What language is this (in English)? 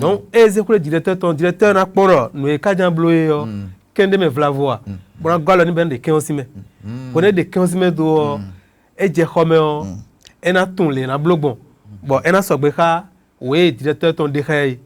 Fon